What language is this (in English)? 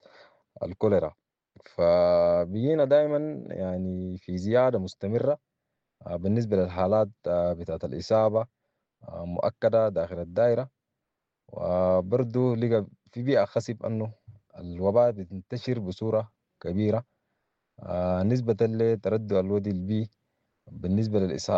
Sudanese Arabic